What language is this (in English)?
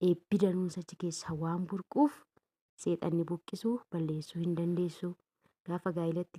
Oromo